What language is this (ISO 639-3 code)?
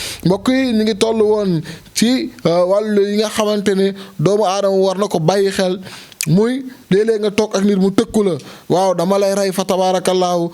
wol